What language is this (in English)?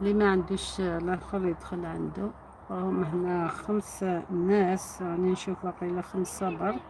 Algerian Arabic